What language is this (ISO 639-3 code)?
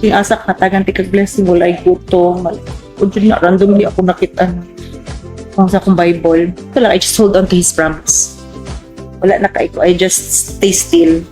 ceb